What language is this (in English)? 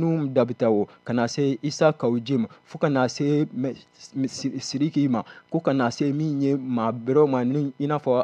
Bambara